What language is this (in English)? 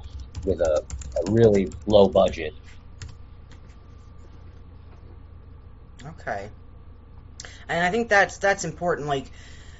English